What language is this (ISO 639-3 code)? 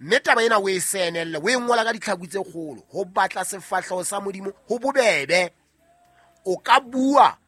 sot